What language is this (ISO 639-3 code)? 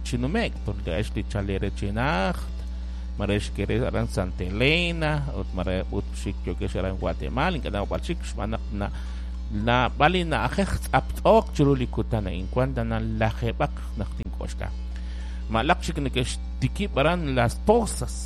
kek